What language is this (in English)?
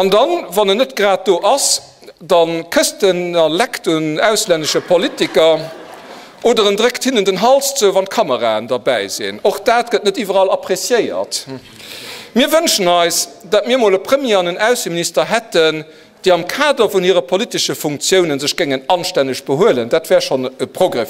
Luxembourgish